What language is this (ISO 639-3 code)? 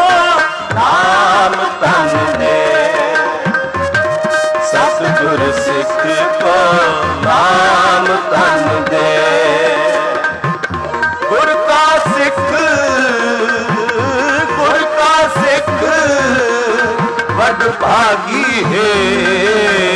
pan